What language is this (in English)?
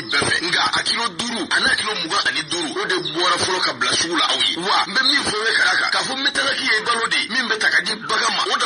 Bambara